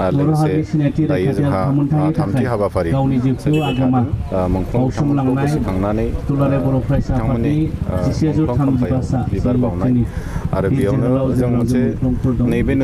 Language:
Bodo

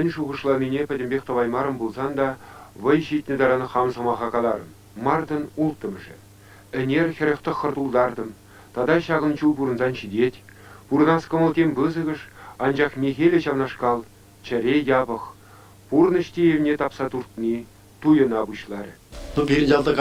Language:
Chuvash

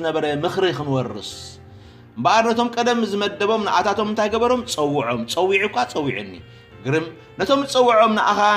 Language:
Tigrinya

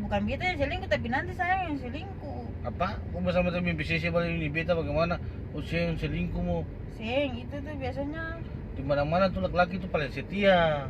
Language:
Ambonese Malay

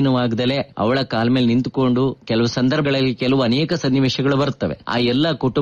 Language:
Kannada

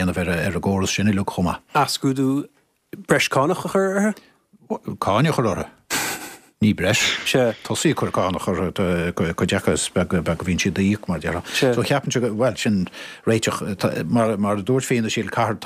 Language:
Irish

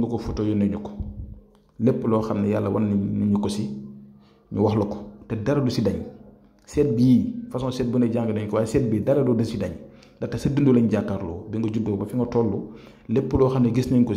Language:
Wolof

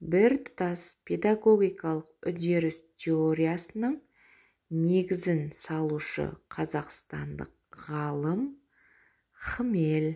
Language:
Kazakh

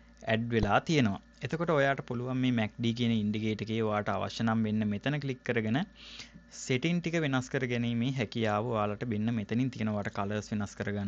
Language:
Sinhala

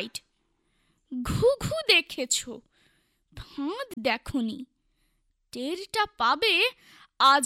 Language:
Bangla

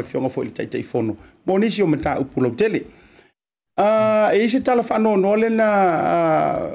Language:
Samoan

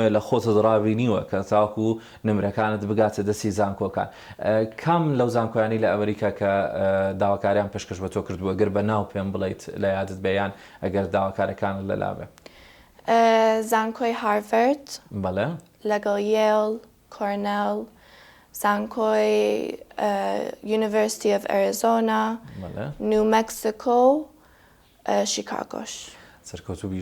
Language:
Central Kurdish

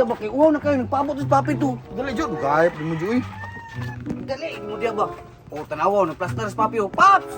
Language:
Cebuano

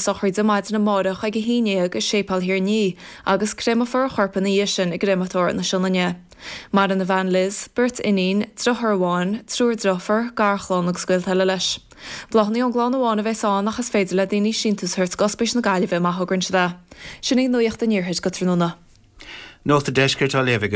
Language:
Irish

